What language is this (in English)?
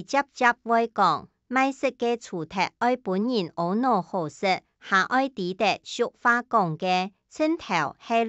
Hakka Chinese